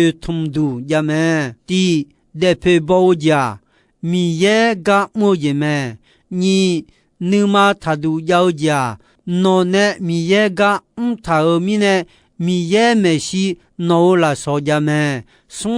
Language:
Akha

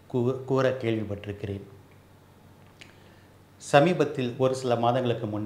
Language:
Tamil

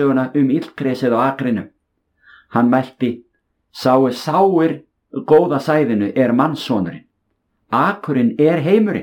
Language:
Icelandic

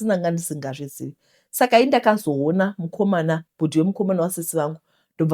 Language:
Shona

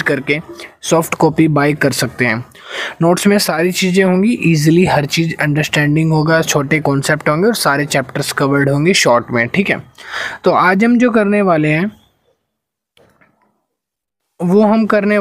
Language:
Hindi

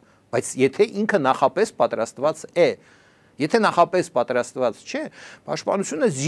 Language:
Armenian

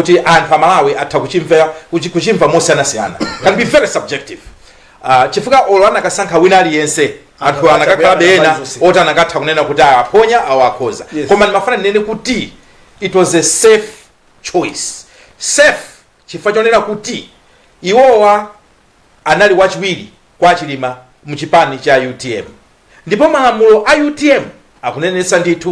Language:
Nyanja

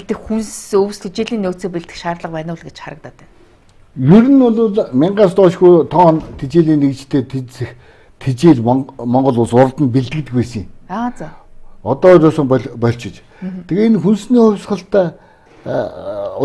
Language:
Mongolian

